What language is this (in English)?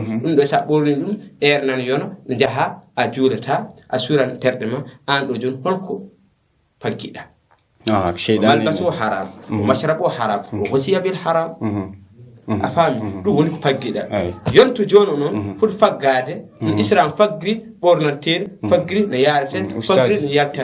Fula